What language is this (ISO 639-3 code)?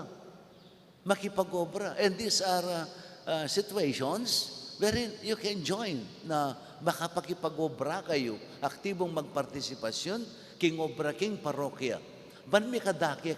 pam